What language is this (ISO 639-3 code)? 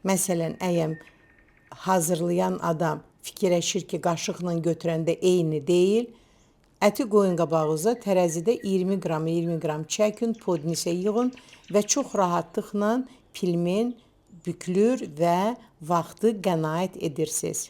aze